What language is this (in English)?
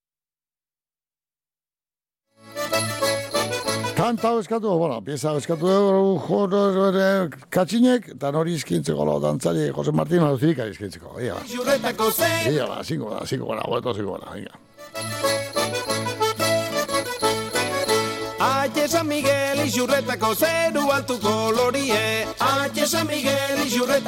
Basque